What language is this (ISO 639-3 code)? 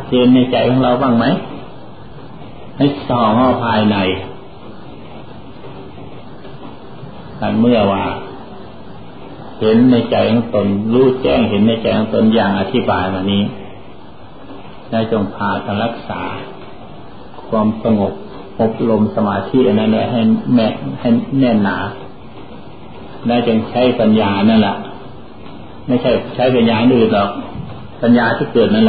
tha